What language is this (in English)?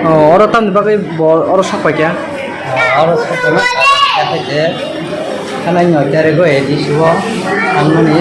Kok Borok